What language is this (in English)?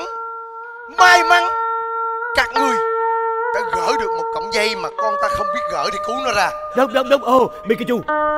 Vietnamese